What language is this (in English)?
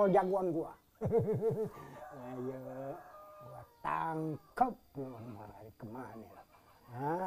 Betawi